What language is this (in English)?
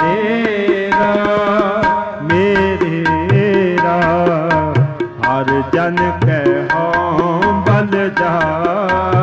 Punjabi